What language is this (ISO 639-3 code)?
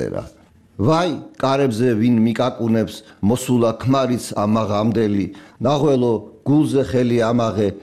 kat